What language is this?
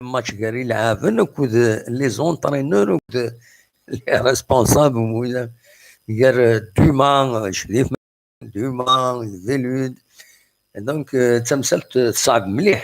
Kabyle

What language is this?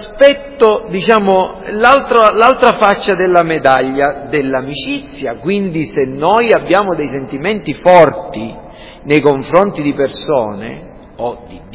Italian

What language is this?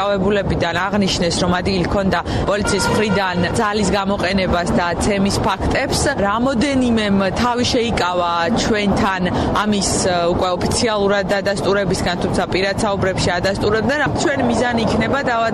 Georgian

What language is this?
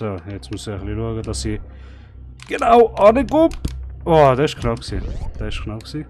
Swiss German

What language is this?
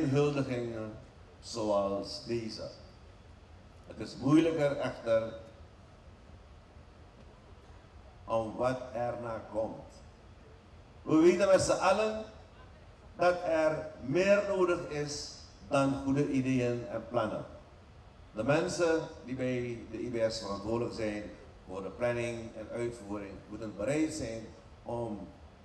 Dutch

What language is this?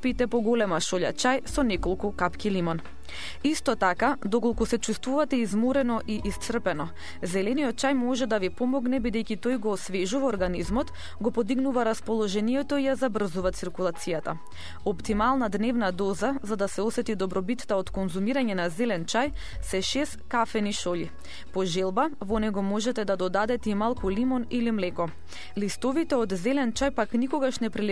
Macedonian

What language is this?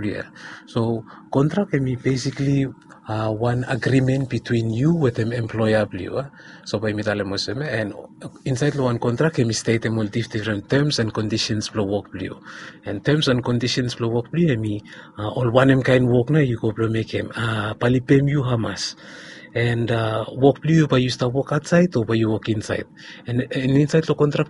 Bislama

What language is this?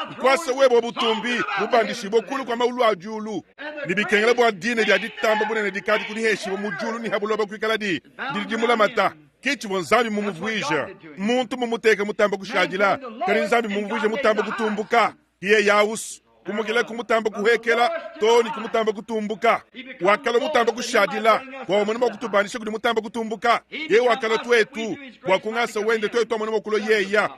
Luba-Lulua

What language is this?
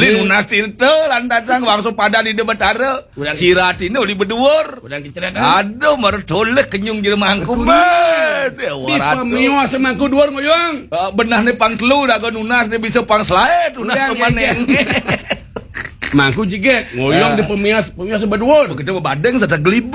Balinese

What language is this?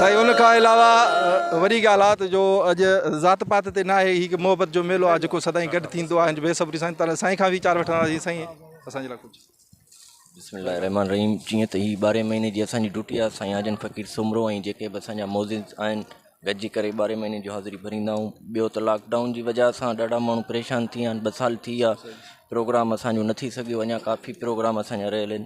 Sindhi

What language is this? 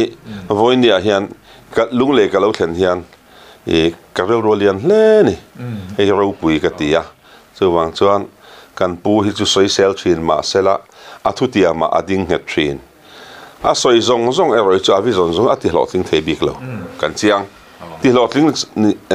Mizo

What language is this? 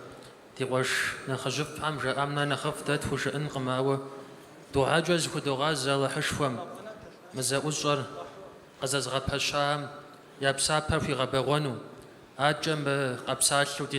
Kabardian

